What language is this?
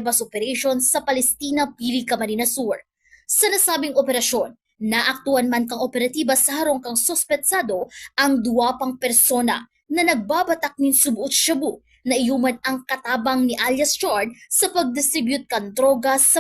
Bikol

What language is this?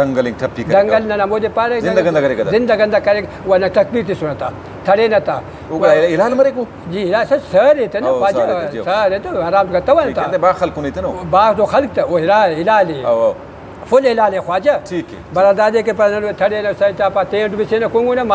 Brahui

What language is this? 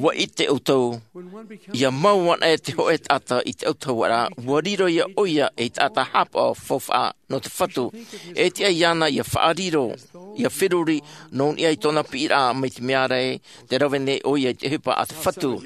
Tahitian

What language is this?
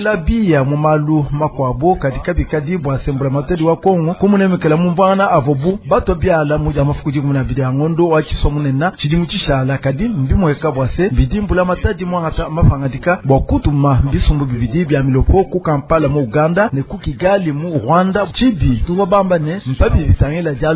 Luba-Lulua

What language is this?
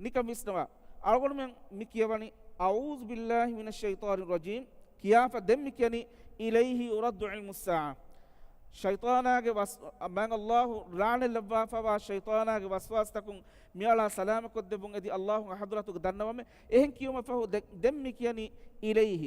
Divehi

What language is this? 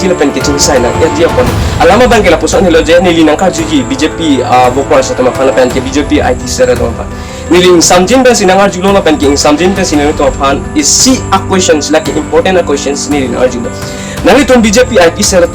Karbi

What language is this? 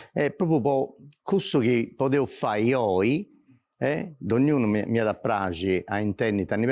Sardinian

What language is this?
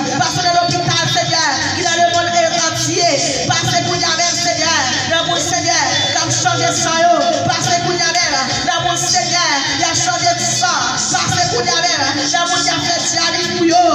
Haitian Creole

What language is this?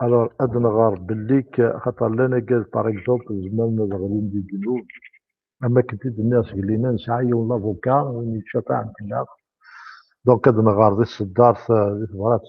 Kabyle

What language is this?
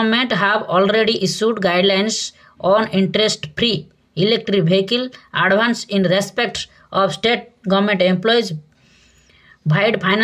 Odia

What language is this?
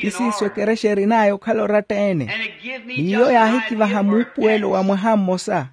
Makhuwa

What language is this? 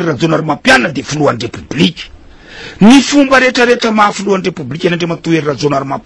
Malagasy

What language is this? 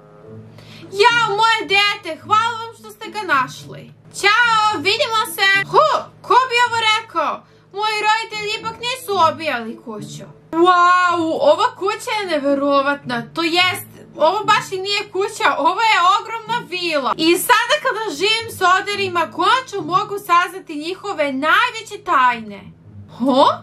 Serbian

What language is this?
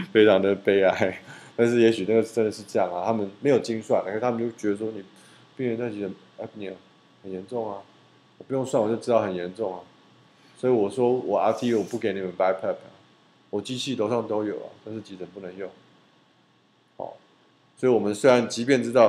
Chinese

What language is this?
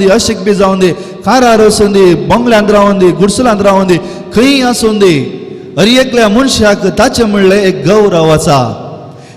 Konkani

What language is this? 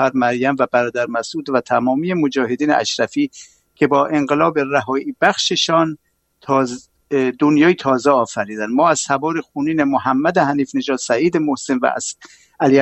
Persian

